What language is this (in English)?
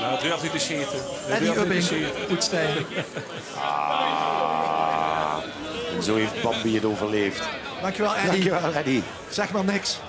Limburgish